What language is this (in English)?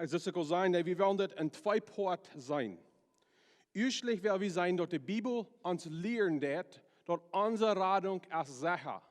Plautdietsch